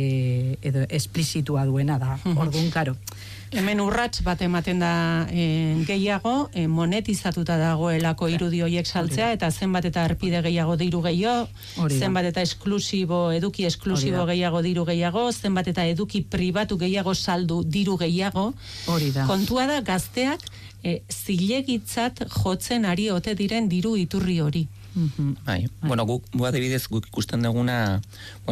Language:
Basque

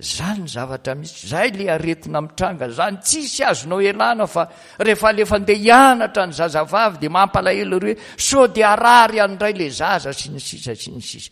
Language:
Malagasy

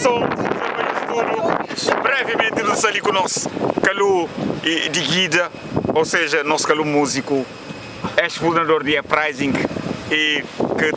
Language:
Kabuverdianu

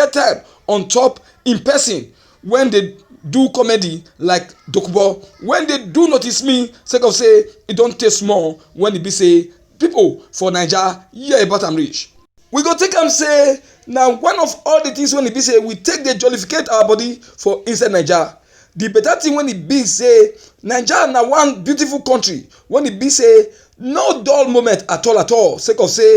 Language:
Nigerian Pidgin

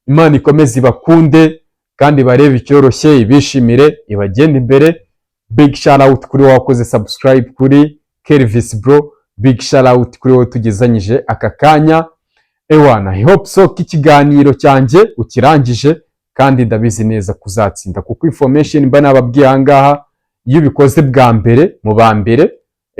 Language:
Kinyarwanda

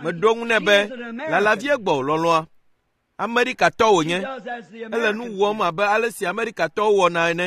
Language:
Ewe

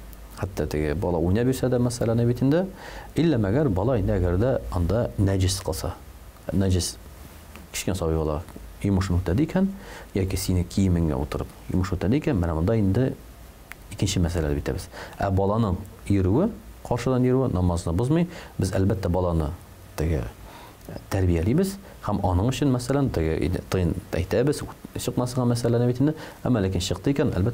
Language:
Tatar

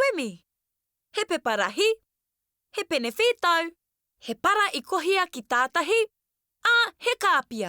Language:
Māori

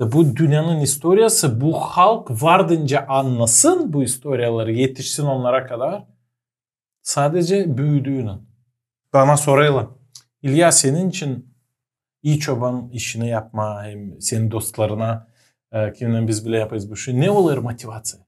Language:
Gagauz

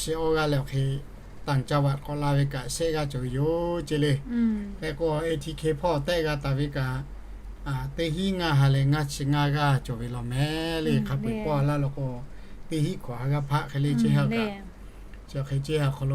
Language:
Lahu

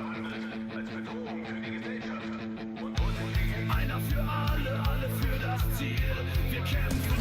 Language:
Bavarian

